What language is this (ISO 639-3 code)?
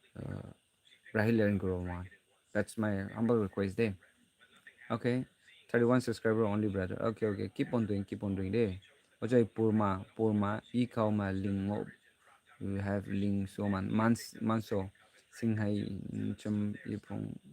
nag